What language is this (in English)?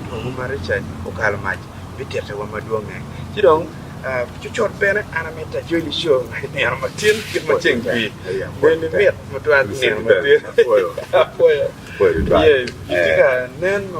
Acoli